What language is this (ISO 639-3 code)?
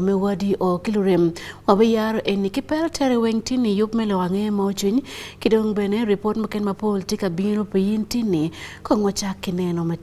ach